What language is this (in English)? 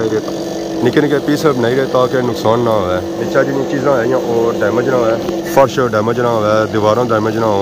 Pahari-Potwari